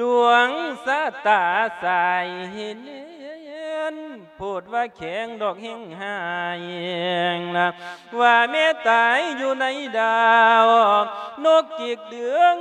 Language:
Lao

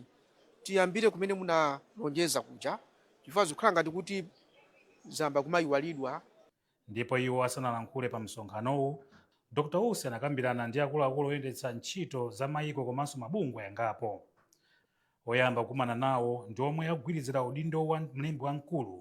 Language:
Nyanja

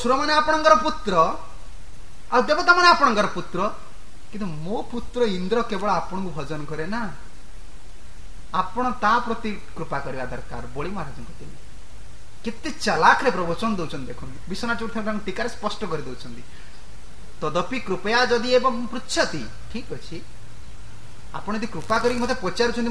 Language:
Odia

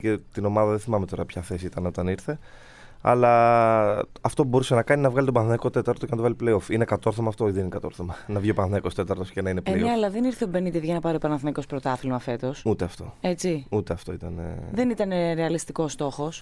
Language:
Greek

